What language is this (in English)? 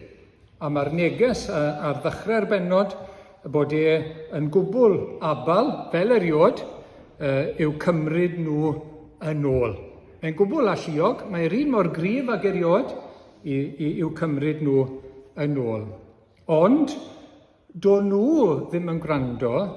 Welsh